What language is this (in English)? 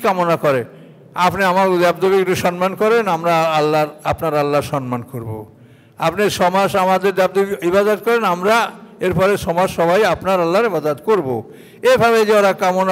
Bangla